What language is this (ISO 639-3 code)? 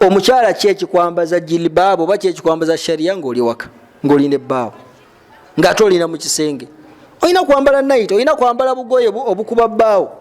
lug